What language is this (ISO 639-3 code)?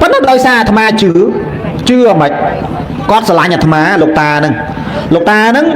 khm